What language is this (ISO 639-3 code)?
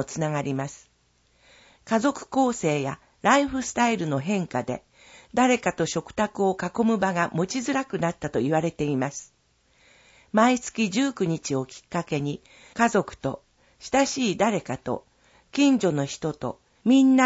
jpn